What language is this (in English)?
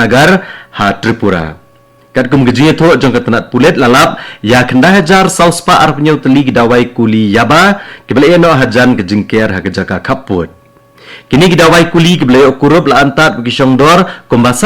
Khasi